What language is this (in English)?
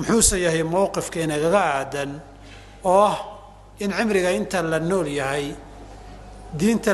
Somali